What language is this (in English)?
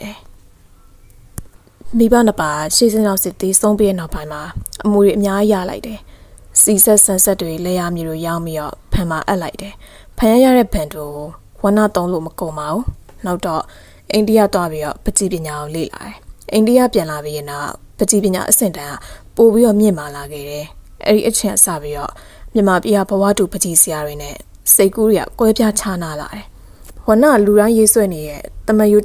Burmese